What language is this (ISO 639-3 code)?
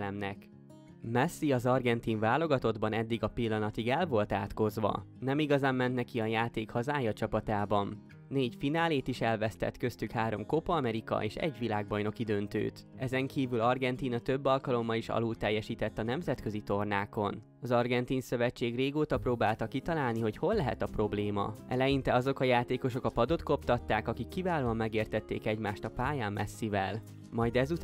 hun